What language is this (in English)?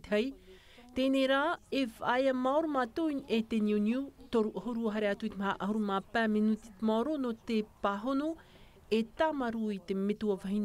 Tahitian